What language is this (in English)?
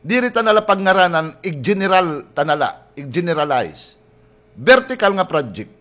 Waray